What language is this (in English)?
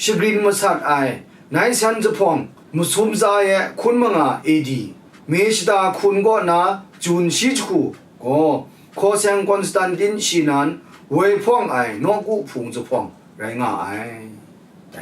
Kachin